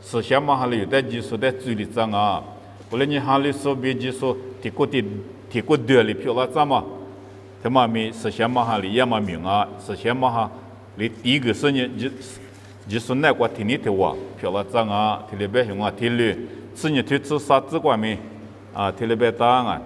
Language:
Lisu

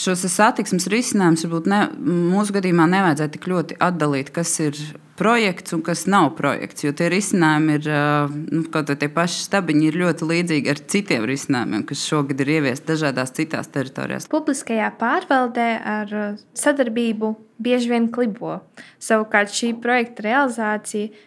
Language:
Latvian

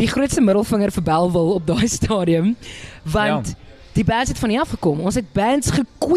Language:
Afrikaans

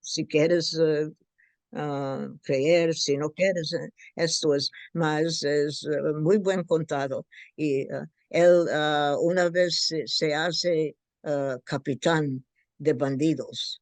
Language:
Ladino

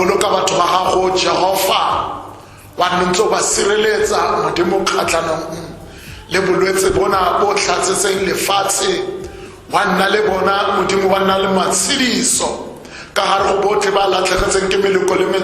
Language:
Tswana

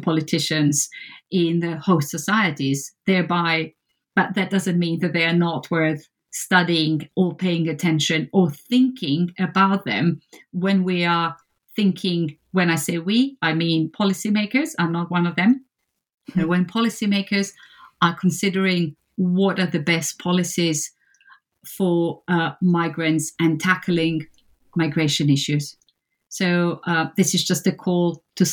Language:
English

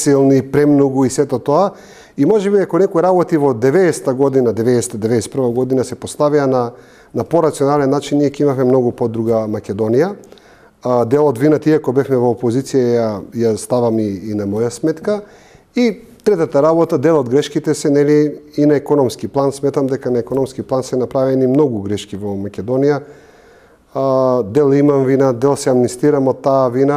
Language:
Macedonian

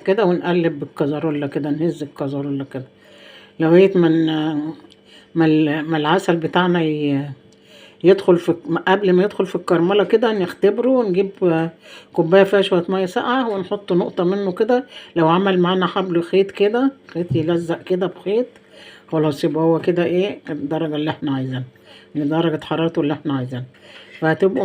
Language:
Egyptian Arabic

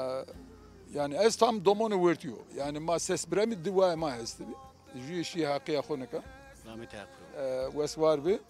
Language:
Zaza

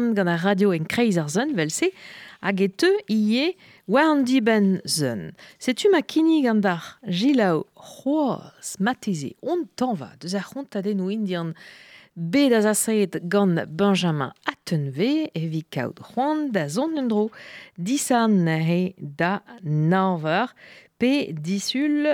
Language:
Breton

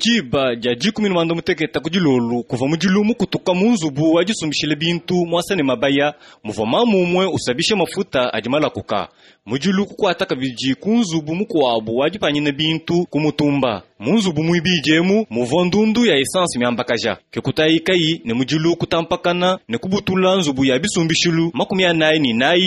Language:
Luba-Lulua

